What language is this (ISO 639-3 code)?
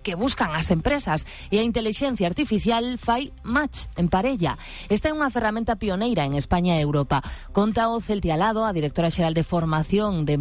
glg